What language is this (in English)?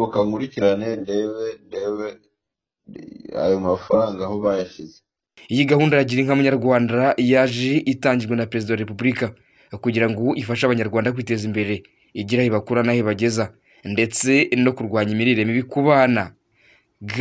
Kinyarwanda